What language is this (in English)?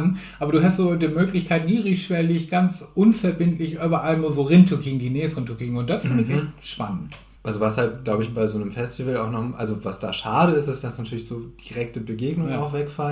Low German